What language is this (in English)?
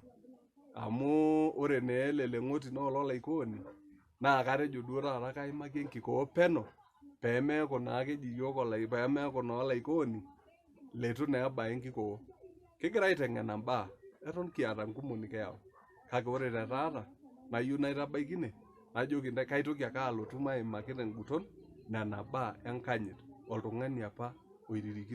Masai